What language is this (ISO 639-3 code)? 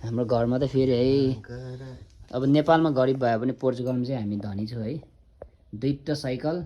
nep